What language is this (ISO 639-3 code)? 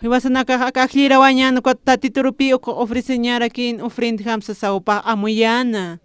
aym